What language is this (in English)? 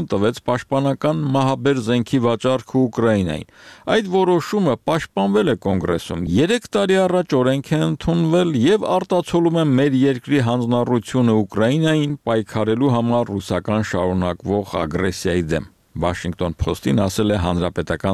Armenian